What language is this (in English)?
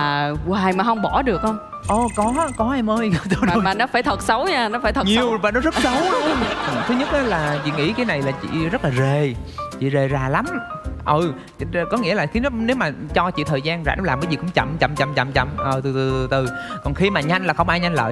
Vietnamese